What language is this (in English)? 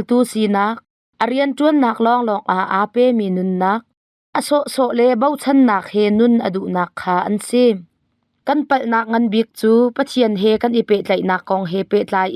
Hakha Chin